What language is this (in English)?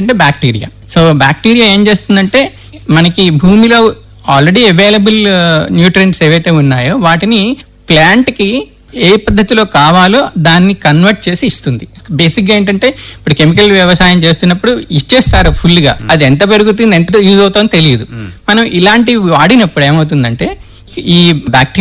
Telugu